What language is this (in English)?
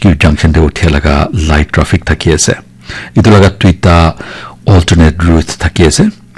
Naga Pidgin